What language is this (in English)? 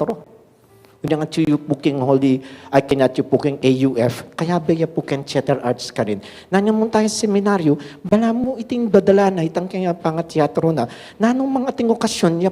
Pampanga